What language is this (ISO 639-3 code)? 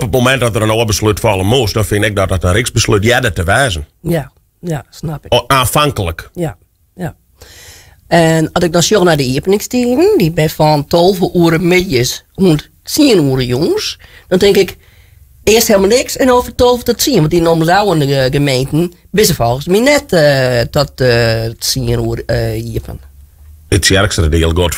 fry